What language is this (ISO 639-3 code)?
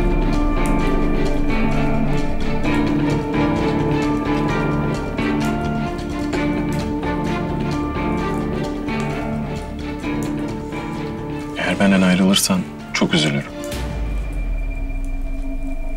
tur